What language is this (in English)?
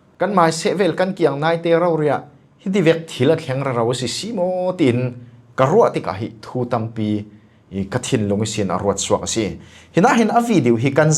Falam Chin